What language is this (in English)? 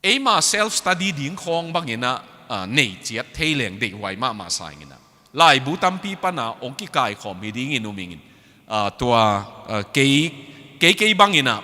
Tedim Chin